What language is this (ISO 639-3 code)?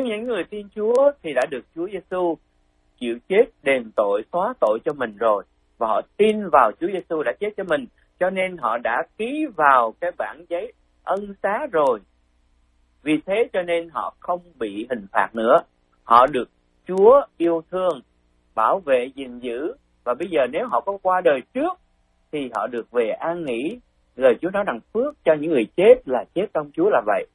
vie